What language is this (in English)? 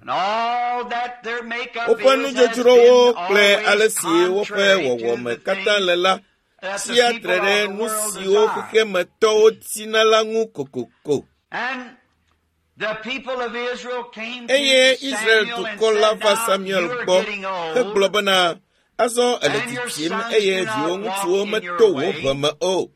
Ewe